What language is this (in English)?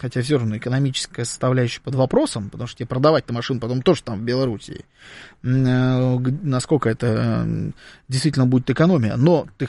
Russian